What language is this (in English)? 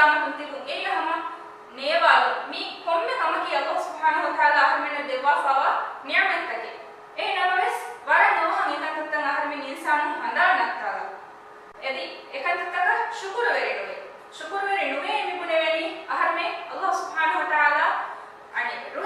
Divehi